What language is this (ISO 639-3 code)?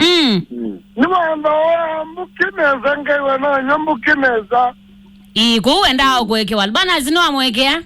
kam